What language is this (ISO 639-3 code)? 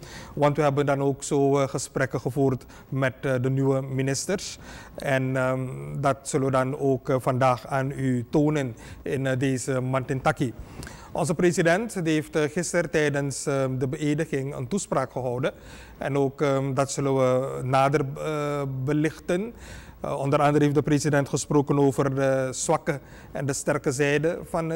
nld